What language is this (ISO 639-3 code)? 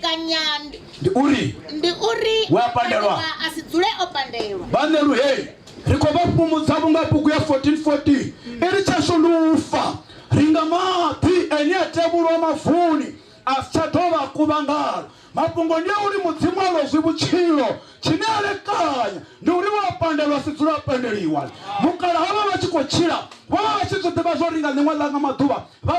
ven